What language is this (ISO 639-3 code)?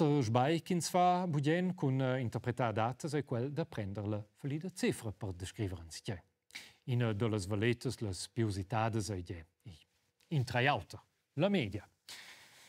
roh